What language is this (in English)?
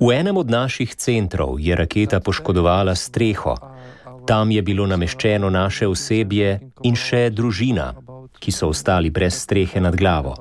Slovenian